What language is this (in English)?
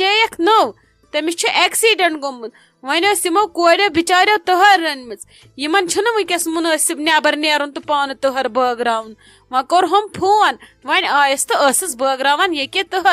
Kashmiri